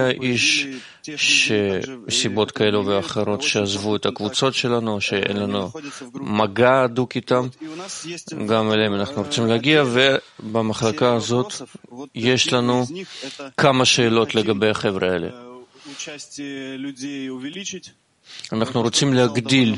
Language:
Hebrew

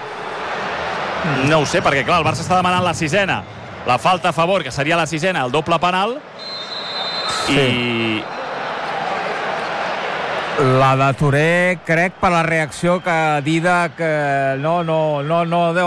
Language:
Catalan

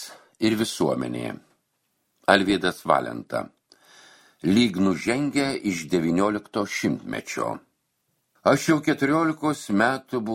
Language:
Lithuanian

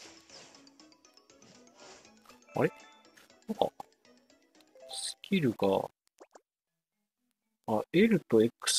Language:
Japanese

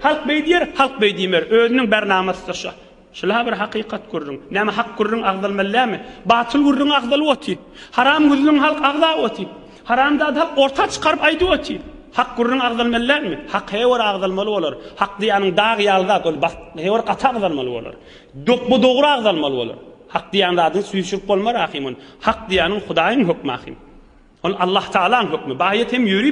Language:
Turkmen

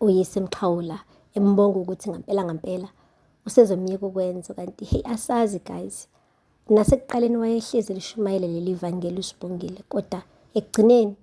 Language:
Zulu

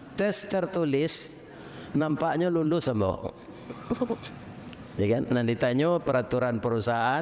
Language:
Minangkabau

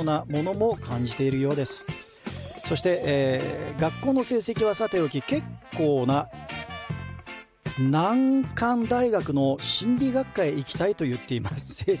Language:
Japanese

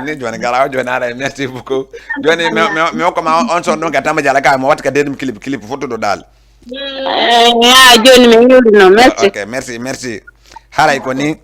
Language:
Fula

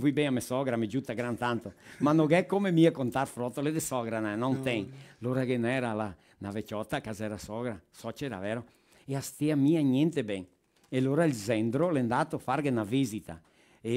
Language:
Venetian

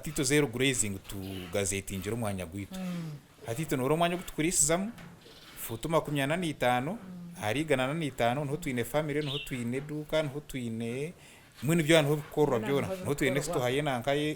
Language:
Nyankole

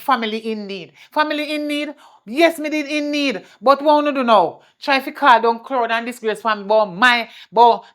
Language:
Jamaican Creole English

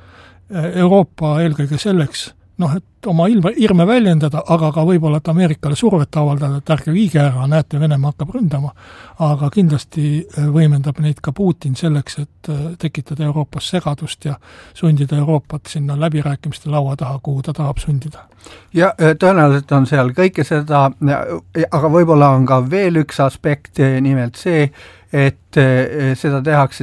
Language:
Estonian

